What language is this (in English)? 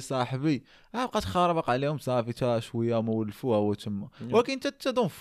Moroccan Arabic